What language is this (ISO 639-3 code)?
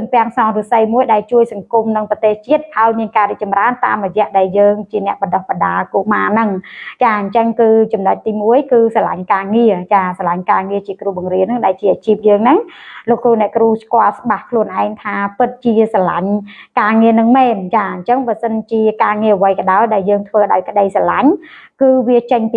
khm